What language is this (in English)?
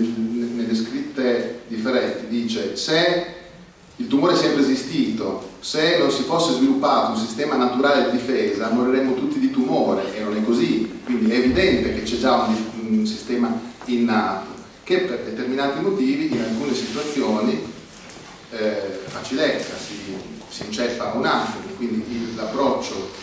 Italian